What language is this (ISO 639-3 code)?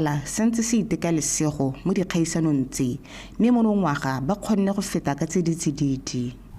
tsn